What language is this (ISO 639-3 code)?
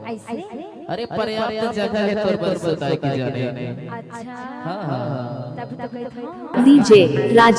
hne